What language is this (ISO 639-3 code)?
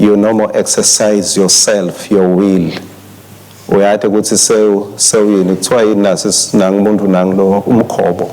ssw